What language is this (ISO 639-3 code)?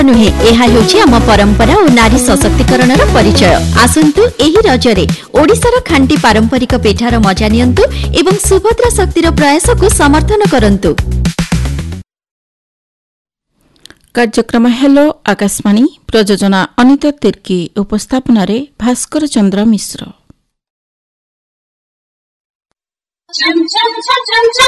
ori